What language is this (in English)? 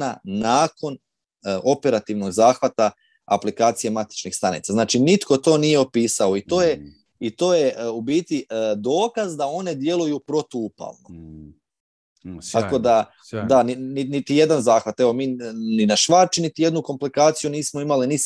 Croatian